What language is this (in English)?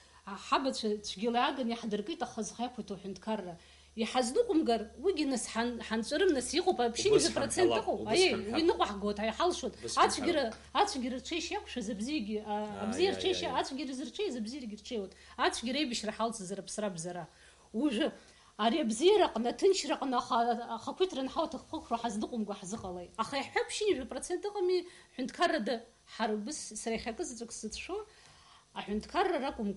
Abkhazian